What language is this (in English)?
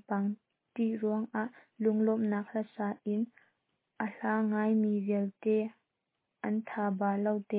Hakha Chin